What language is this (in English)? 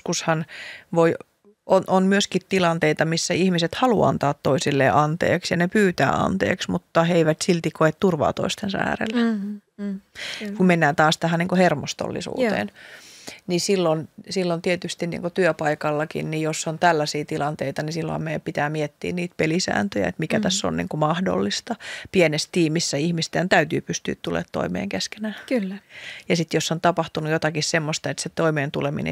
Finnish